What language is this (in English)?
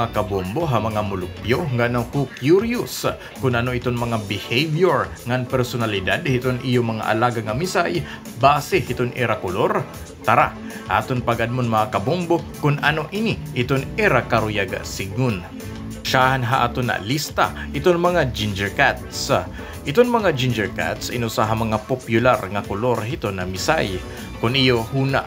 Waray